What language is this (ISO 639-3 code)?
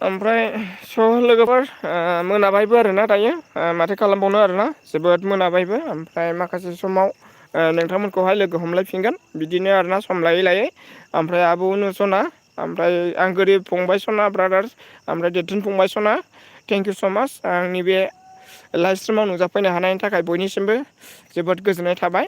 brx